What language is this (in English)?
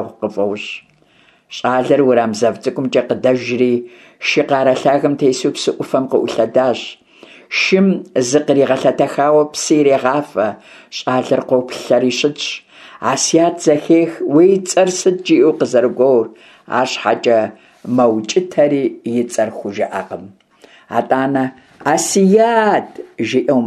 Kabardian